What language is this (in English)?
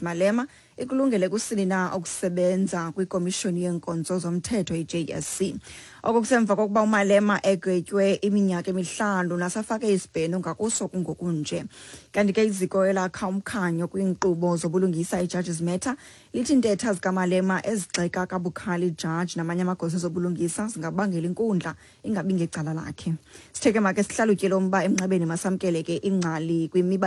Xhosa